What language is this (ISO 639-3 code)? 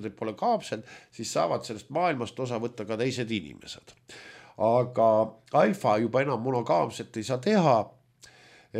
est